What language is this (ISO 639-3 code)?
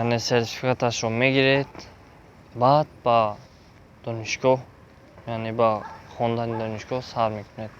tgk